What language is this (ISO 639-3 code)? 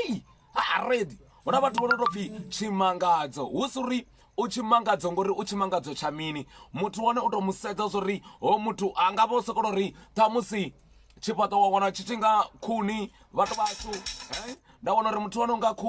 ven